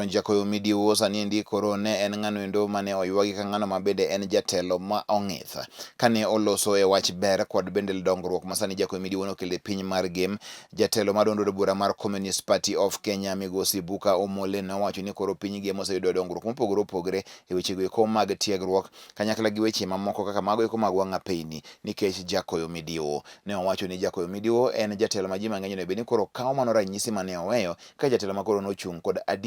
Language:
Luo (Kenya and Tanzania)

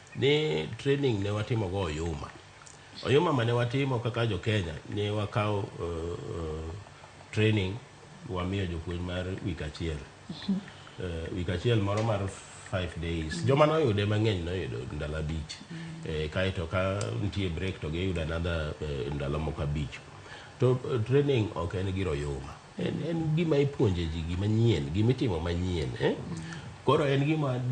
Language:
Luo (Kenya and Tanzania)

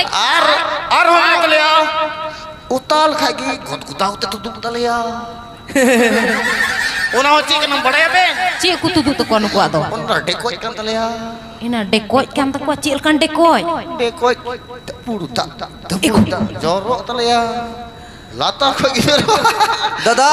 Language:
Santali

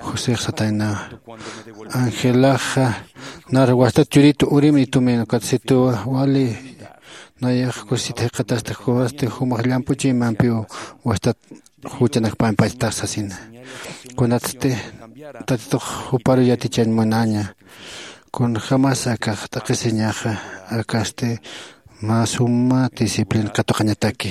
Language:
Aymara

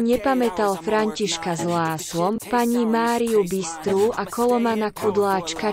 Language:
Slovak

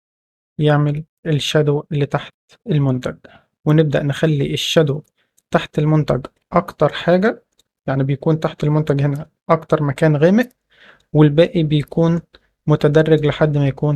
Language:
Egyptian Arabic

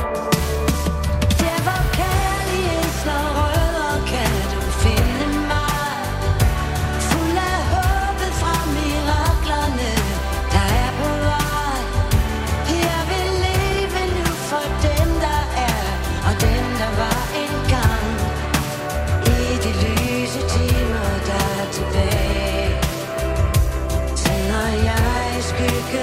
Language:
Danish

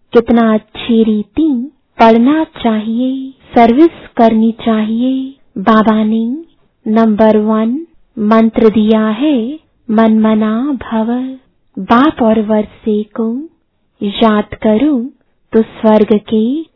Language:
Hindi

